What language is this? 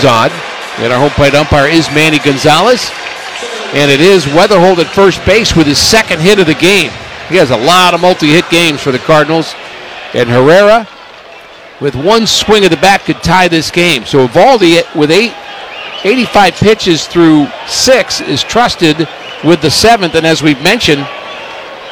English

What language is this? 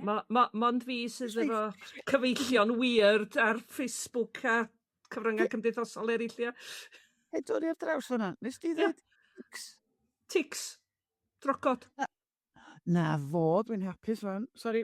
Welsh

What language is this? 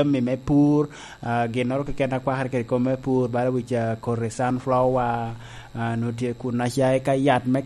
Lango (Uganda)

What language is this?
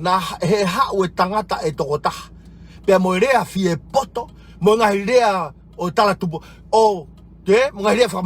Tongan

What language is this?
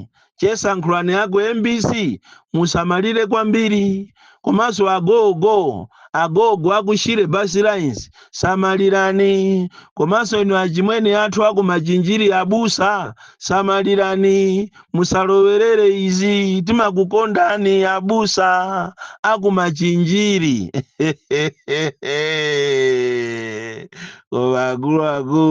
Nyanja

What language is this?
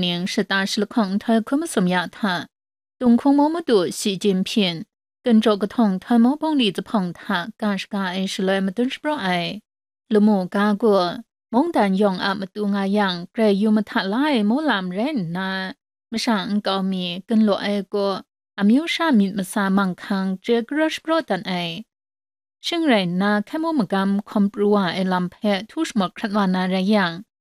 Kachin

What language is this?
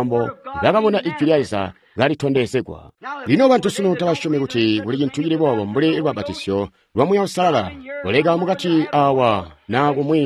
Tonga (Zambia)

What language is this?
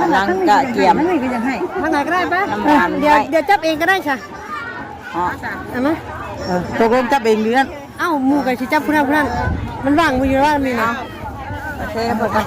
Northeastern Thai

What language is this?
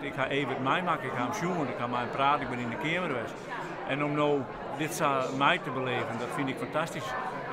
Western Frisian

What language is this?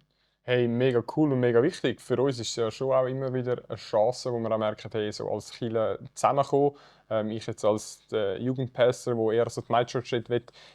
Swiss German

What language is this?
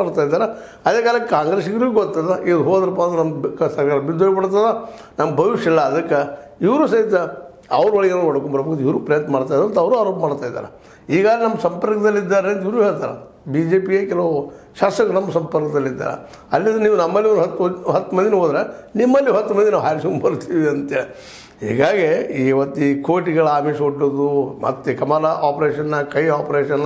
Kannada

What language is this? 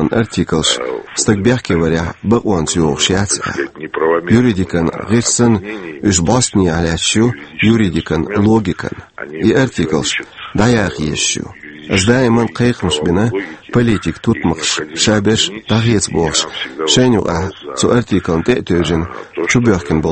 Chechen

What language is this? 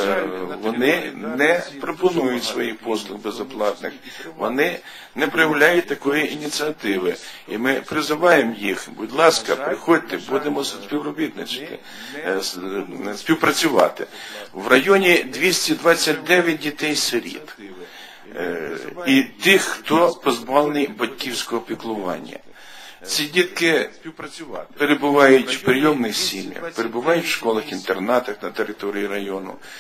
Ukrainian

